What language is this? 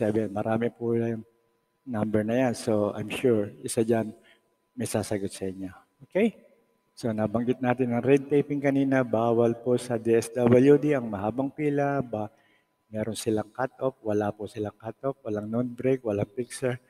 Filipino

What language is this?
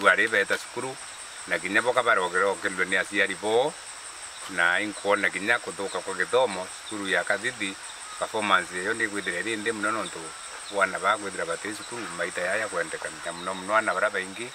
Meru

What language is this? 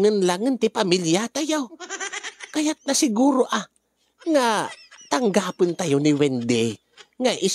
Iloko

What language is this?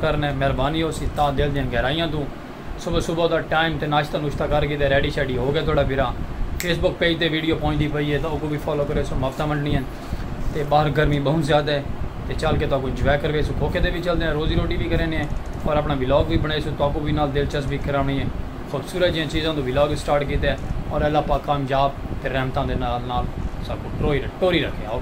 Saraiki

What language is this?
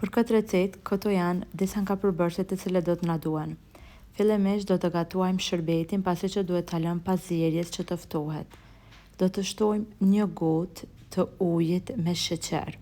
Albanian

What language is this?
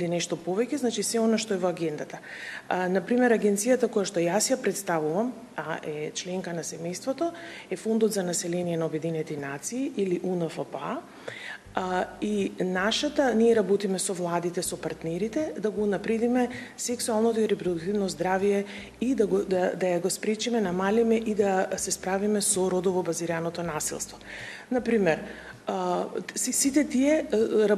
Macedonian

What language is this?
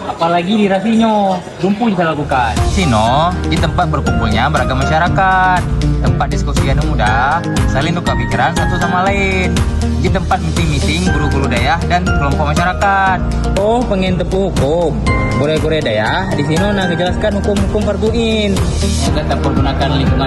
Achinese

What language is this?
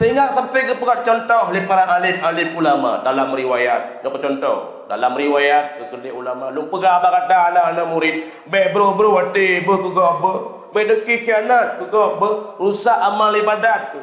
Achinese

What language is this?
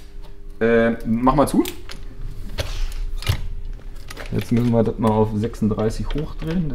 German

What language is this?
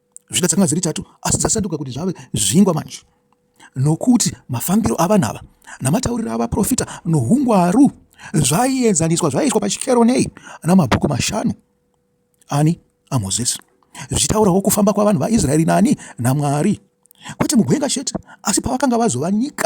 Shona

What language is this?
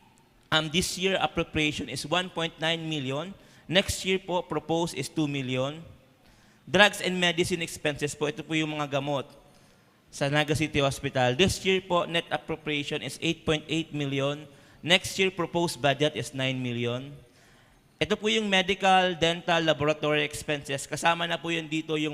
Bikol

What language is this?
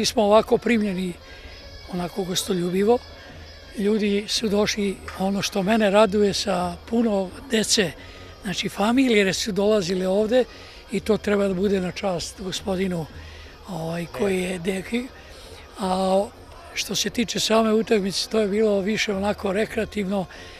Serbian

